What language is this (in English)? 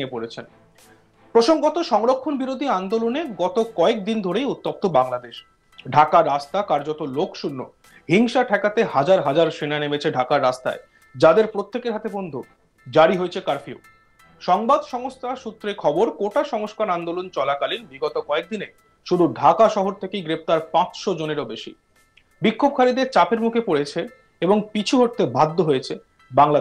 Bangla